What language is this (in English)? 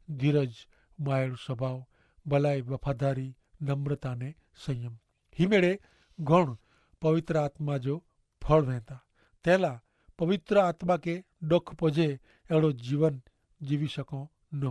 Kachhi